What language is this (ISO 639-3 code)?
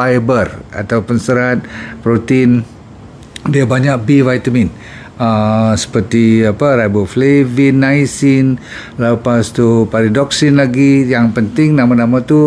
msa